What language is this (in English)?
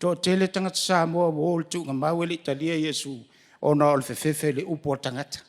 Samoan